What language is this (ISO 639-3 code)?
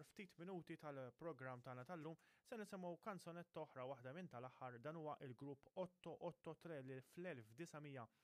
mlt